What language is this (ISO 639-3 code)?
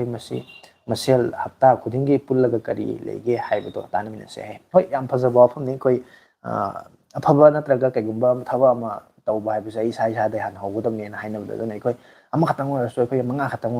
mni